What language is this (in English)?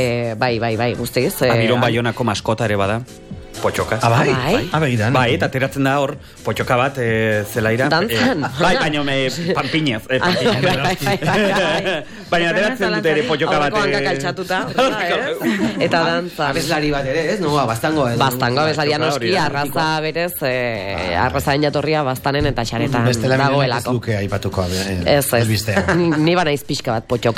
Basque